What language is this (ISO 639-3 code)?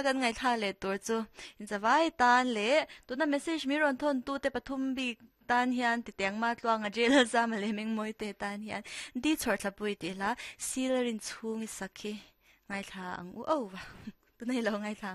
lus